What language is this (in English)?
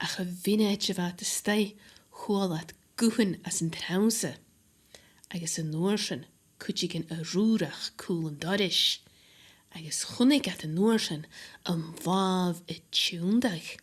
Scottish Gaelic